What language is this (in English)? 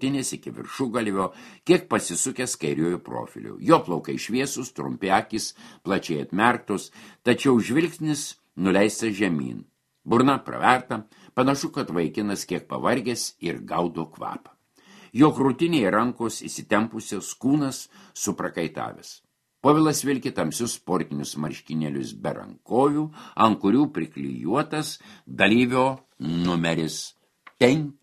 Lithuanian